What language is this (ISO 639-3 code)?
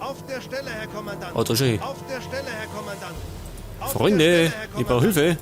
bar